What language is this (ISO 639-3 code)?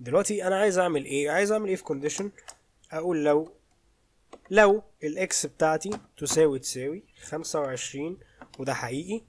arz